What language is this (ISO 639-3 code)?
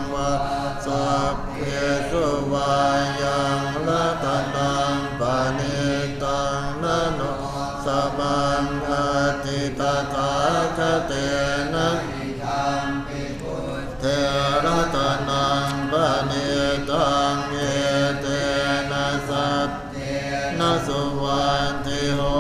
pli